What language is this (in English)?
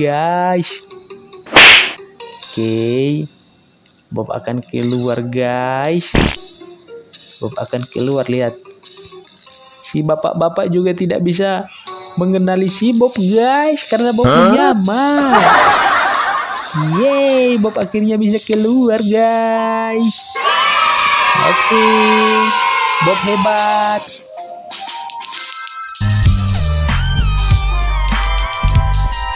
Indonesian